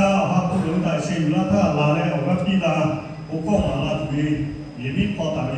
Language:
Lahu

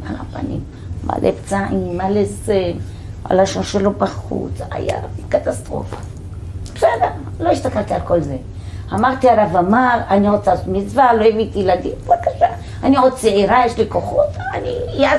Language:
Hebrew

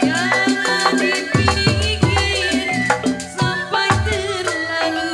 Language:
Betawi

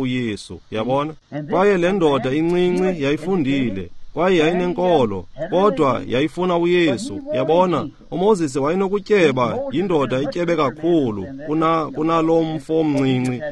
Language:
Xhosa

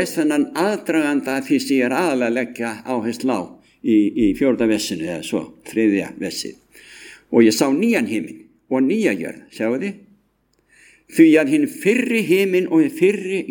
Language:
Icelandic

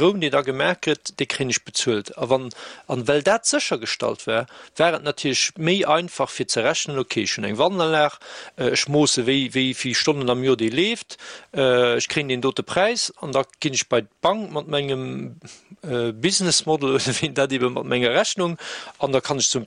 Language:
Luxembourgish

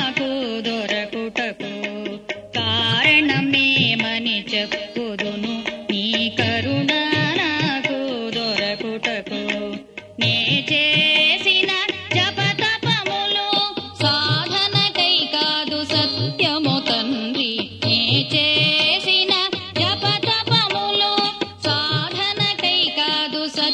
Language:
Telugu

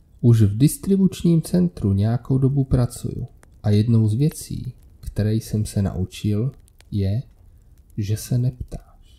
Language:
Czech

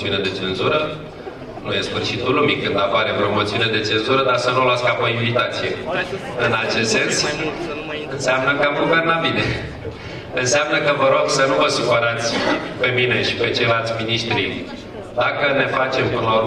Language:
Romanian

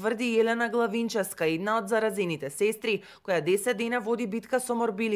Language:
Macedonian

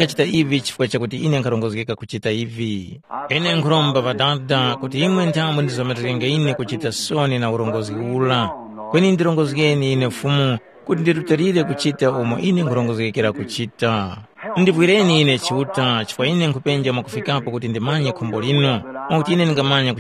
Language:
Tumbuka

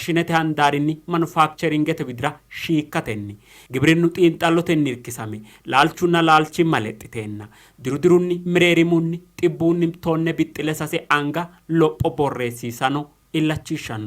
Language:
Sidamo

